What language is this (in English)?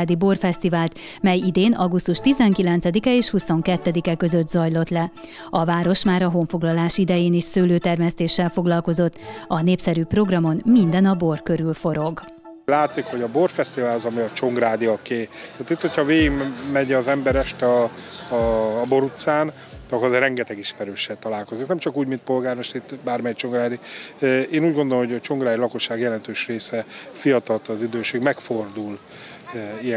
Hungarian